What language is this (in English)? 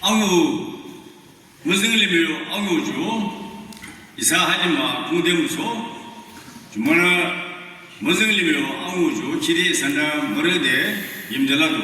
Yimchungru Naga